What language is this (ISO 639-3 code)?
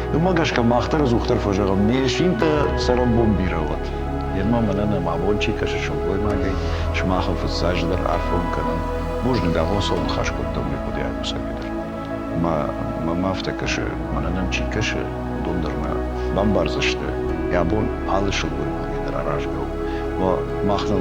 oss